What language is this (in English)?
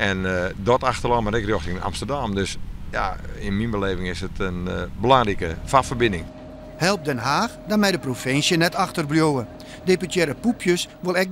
Western Frisian